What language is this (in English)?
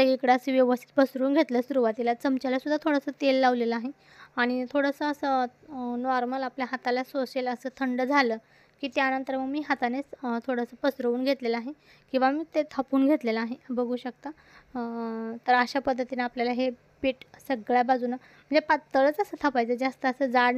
Marathi